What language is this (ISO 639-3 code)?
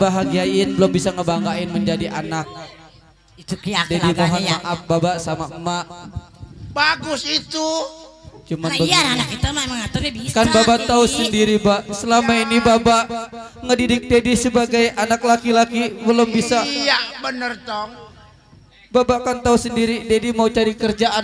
bew